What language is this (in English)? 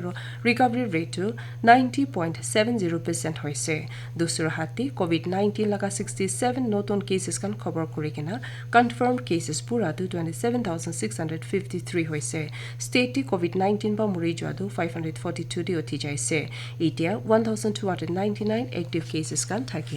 Naga Pidgin